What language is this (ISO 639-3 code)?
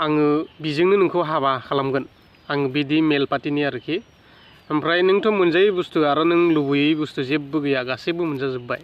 brx